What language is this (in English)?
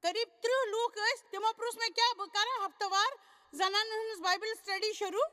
Kashmiri